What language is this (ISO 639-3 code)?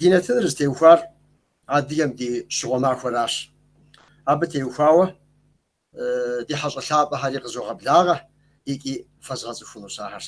kbd